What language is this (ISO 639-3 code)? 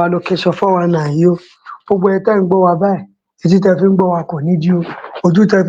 yor